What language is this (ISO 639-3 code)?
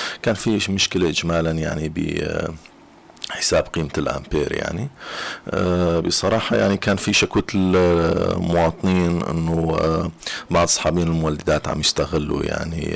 apc